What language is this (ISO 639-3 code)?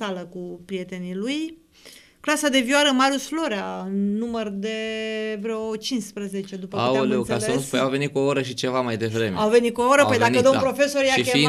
ron